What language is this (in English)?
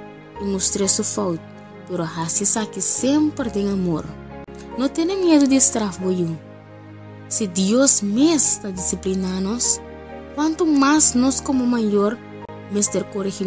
Papiamento